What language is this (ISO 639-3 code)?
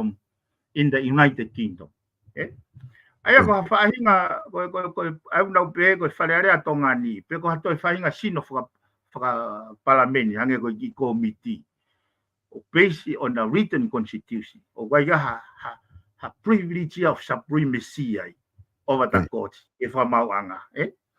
ton